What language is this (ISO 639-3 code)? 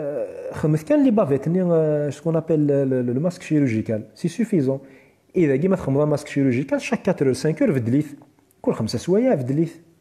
kab